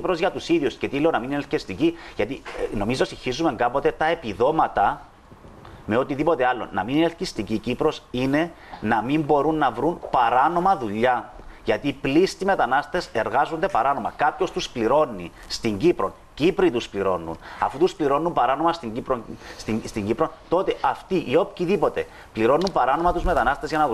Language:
Greek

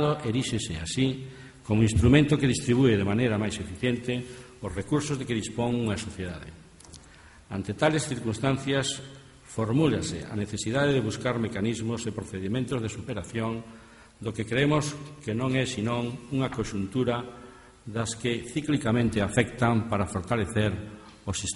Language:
Galician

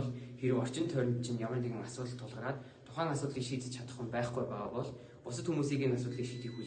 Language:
Mongolian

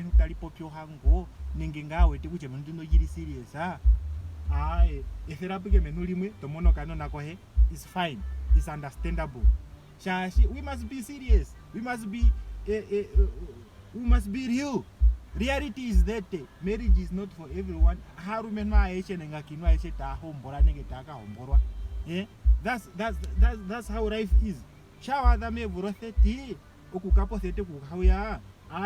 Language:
Ndonga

